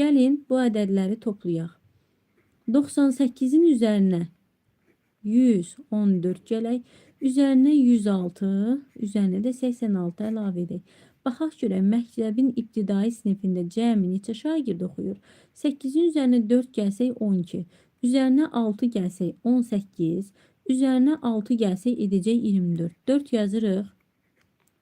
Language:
Azerbaijani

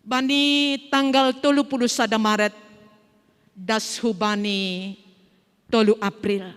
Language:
Batak Simalungun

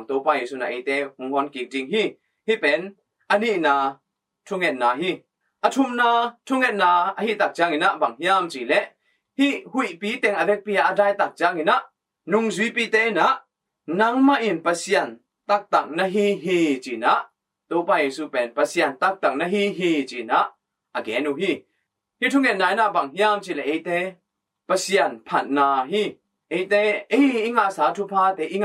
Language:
Tedim Chin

